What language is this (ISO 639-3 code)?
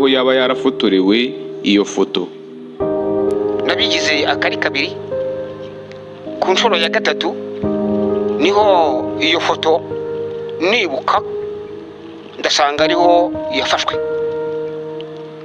kin